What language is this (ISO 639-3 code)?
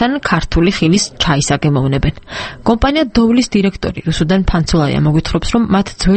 kat